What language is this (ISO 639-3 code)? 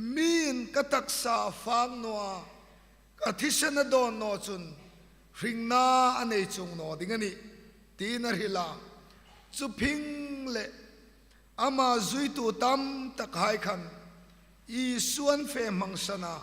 hmr